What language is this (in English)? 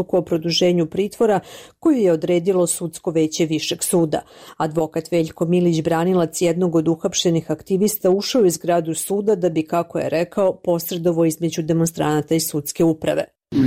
Bosnian